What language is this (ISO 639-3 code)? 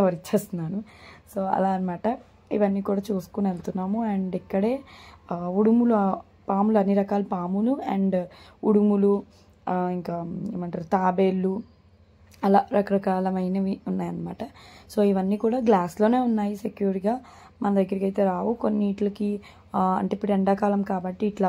tel